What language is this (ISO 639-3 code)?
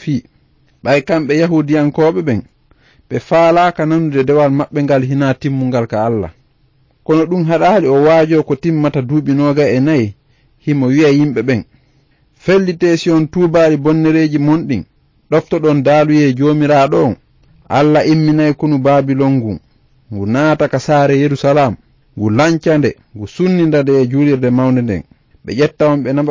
ful